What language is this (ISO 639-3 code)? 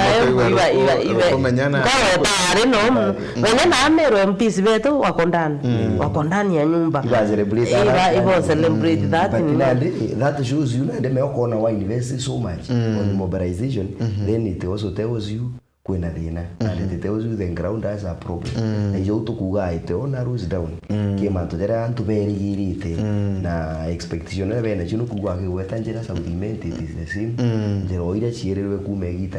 mer